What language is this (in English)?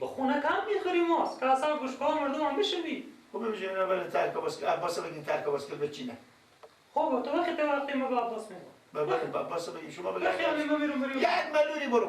Persian